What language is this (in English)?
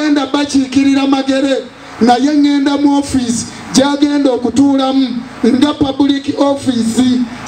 Ganda